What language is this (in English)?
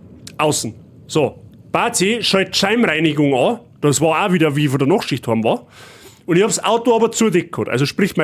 Bavarian